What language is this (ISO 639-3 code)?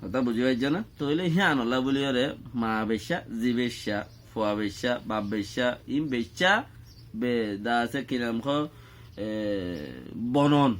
rhg